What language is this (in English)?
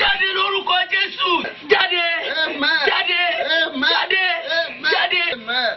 Yoruba